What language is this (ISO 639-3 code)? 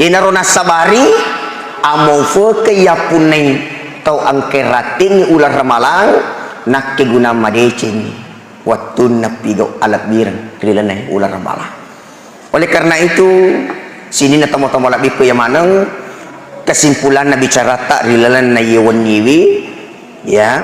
bug